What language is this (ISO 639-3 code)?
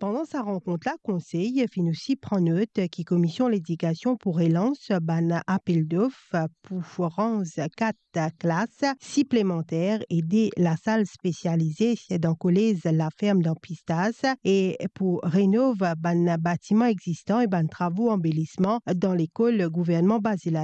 mfe